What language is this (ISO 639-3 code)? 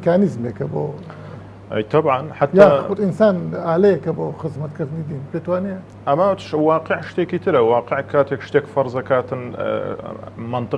ckb